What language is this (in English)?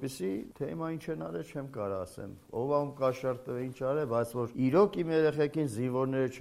Armenian